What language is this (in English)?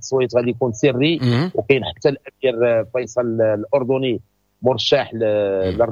Moroccan Arabic